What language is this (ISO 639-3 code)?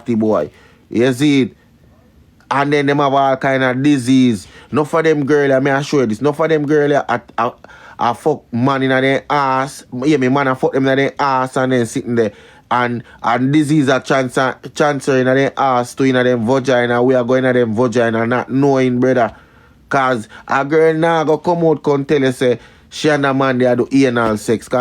jam